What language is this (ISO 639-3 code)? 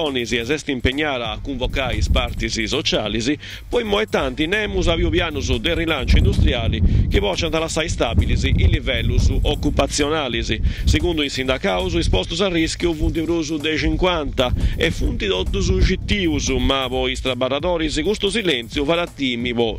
srd